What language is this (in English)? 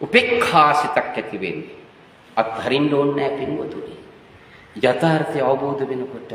Sinhala